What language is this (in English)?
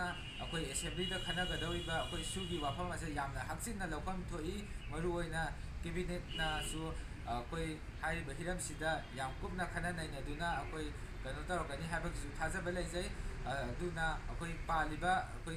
Manipuri